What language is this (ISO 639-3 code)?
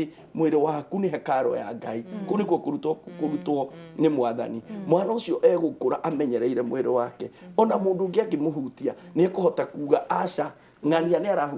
kik